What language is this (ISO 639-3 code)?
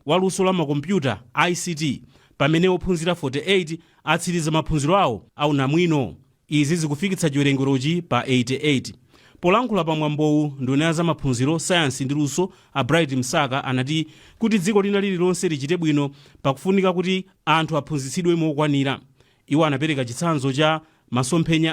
nya